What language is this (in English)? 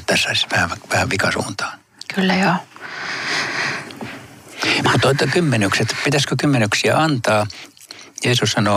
Finnish